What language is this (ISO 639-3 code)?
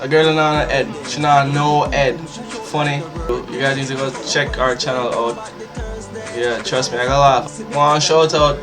jam